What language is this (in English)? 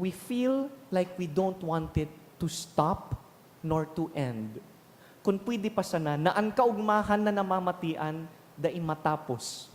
Bikol